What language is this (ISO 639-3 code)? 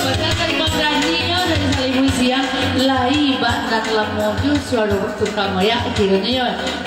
min